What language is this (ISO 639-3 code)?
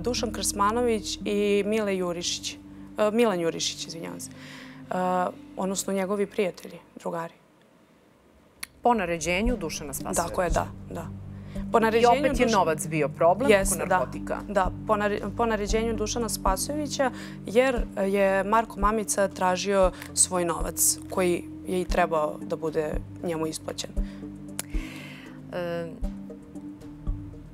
srp